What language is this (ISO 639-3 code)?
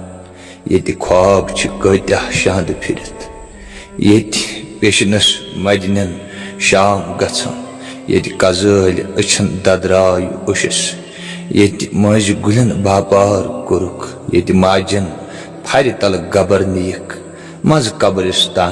kas